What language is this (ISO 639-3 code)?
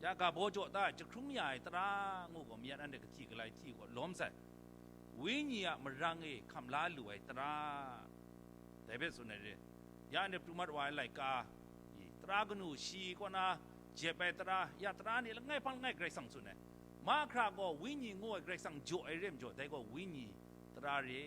kac